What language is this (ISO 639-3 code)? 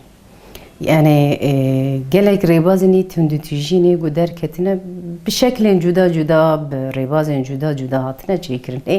kur